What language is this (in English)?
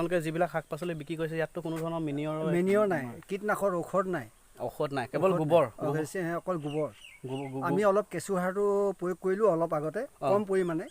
Assamese